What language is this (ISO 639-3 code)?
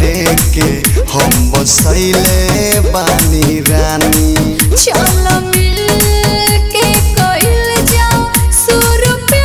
bho